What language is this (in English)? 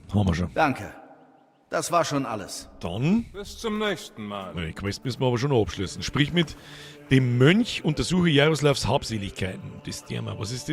Bavarian